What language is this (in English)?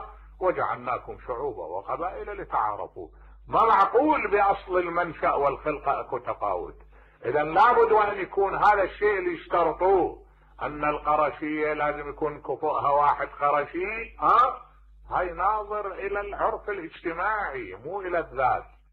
Mesopotamian Arabic